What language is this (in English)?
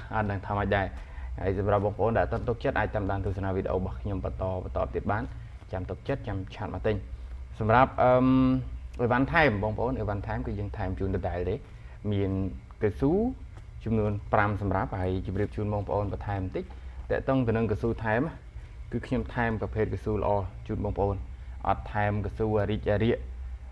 Khmer